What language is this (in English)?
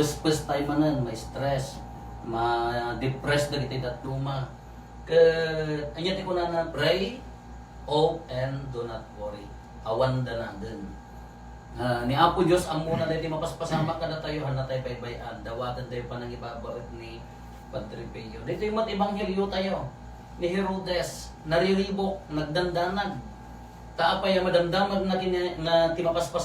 Iloko